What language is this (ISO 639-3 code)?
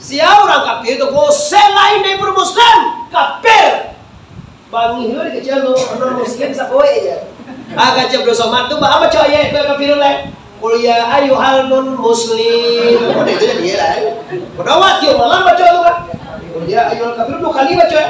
min